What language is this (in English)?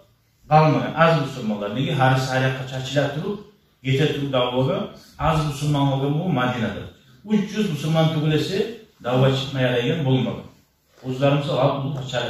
Kumyk